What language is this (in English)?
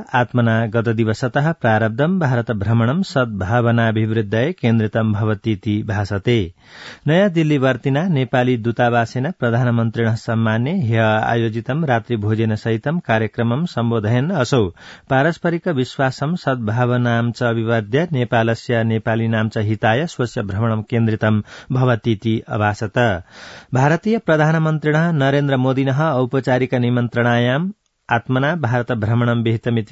Sanskrit